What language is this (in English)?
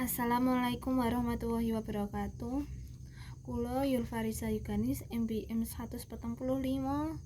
Javanese